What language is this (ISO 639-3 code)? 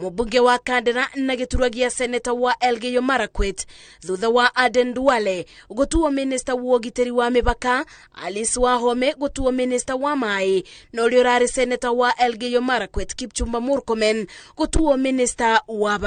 kik